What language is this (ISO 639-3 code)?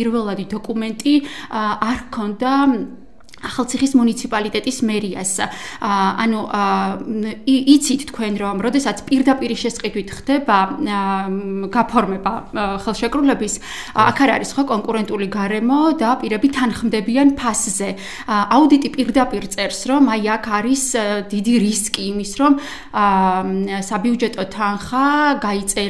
kat